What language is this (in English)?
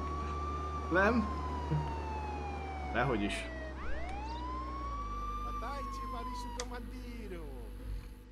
Hungarian